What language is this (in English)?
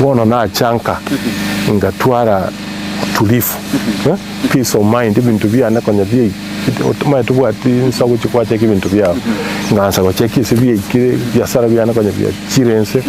Gusii